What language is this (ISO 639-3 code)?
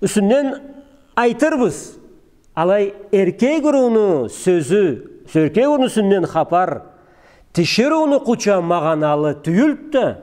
krc